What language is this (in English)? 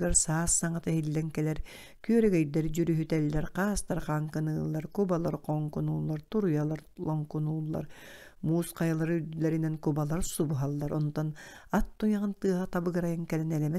Yakut